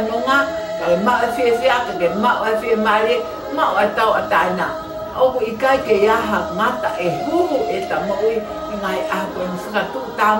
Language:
Tongan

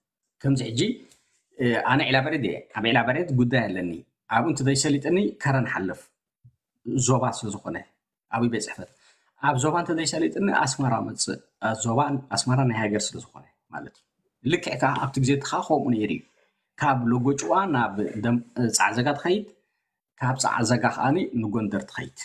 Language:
Tigrinya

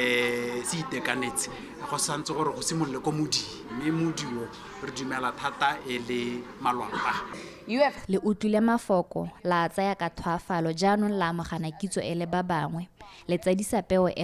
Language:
Tswana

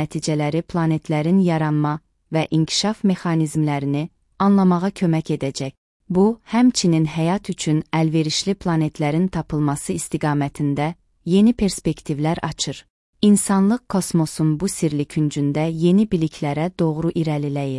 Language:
Azerbaijani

